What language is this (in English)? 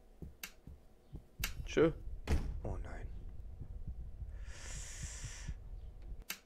German